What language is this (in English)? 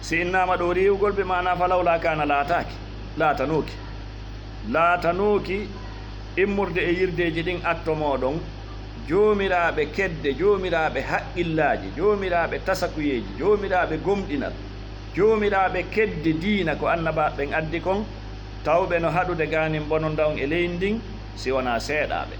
Fula